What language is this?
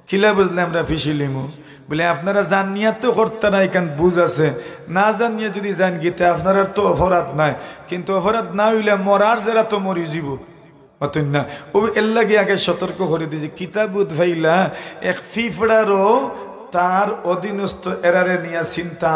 Sylheti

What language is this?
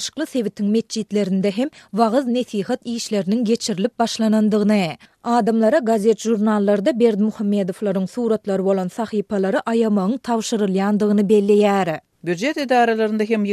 Turkmen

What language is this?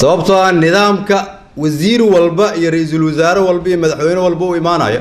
Somali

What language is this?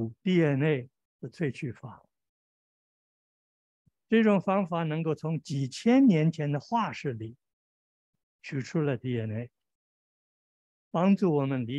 Chinese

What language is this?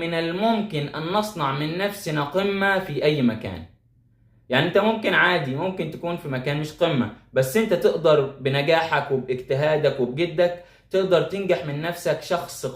Egyptian Arabic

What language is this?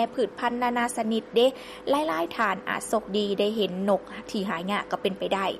Lao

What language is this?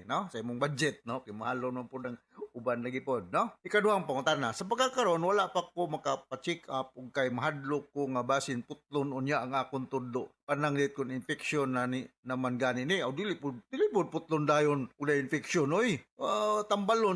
Cebuano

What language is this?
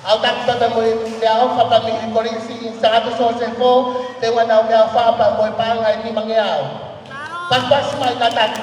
Tongan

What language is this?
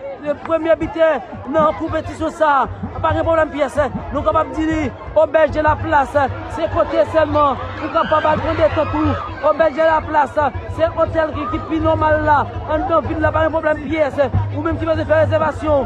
Haitian Creole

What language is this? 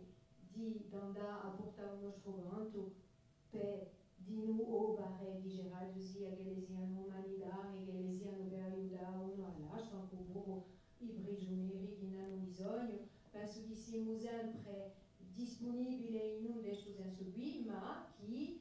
Corsican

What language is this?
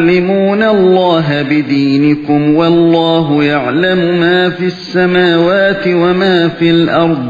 Uyghur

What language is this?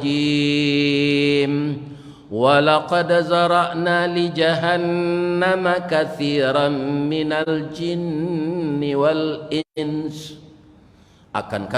Minangkabau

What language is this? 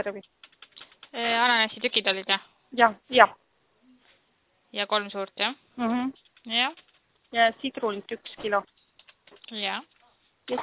Estonian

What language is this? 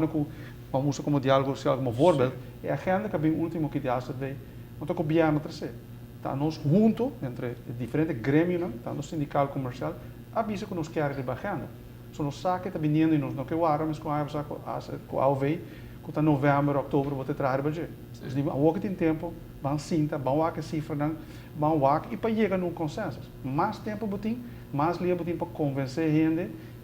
Papiamento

